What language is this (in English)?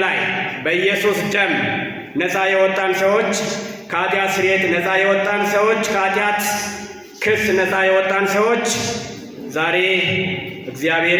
Amharic